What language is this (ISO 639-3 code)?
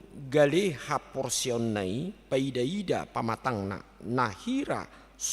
bbc